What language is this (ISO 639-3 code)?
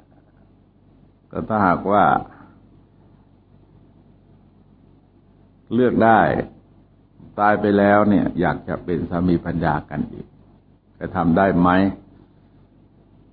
tha